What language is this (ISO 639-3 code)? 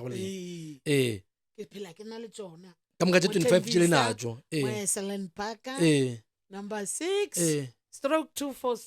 nso